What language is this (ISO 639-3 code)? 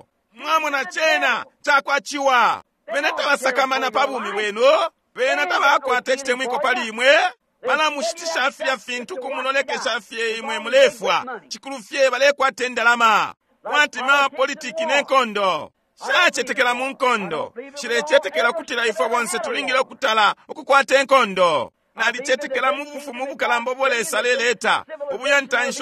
bem